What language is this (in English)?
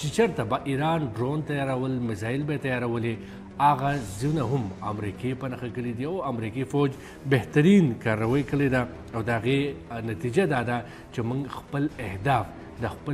Pashto